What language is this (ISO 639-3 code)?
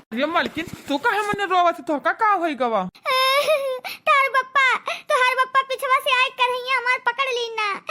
awa